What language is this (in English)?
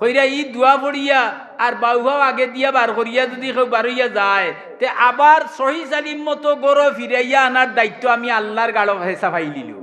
Sylheti